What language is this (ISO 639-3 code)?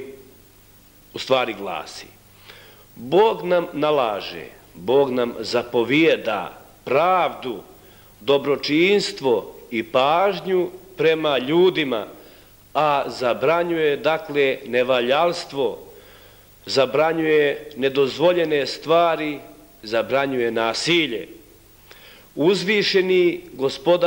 bos